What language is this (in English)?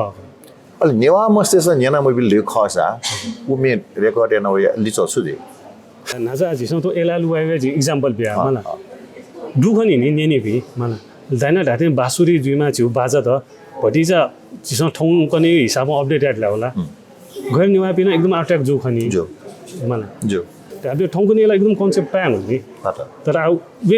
Newari